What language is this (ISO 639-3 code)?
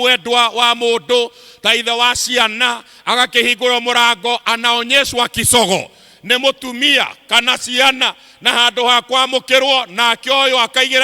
kik